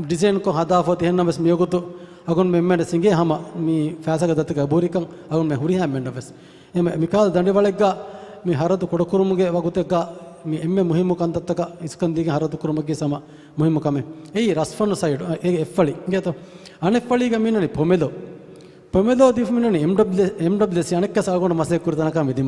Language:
Divehi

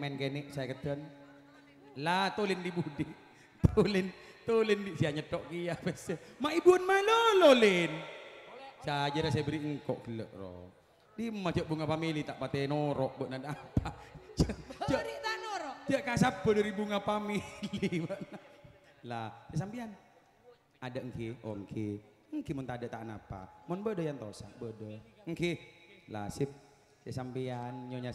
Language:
Madurese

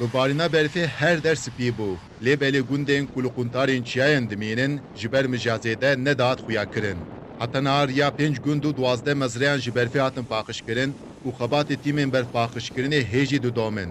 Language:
Kurdish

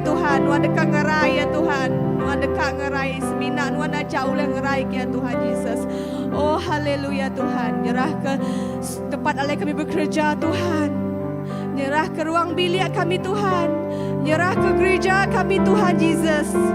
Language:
Iban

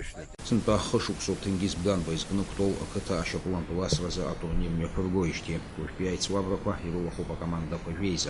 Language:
Abkhazian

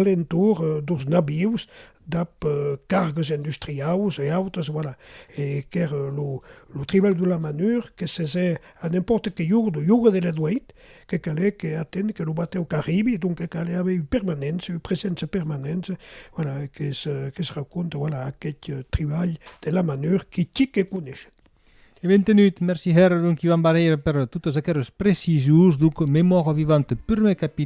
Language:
Occitan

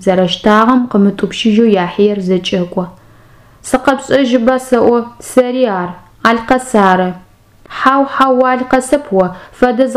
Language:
Adyghe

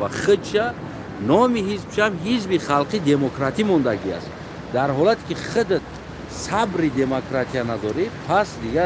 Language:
Tajik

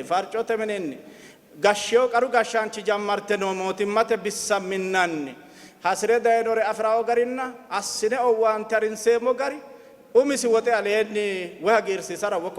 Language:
Sidamo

